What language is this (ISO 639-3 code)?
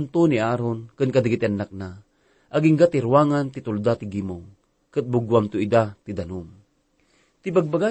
ilo